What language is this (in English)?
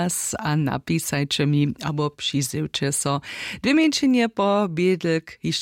Upper Sorbian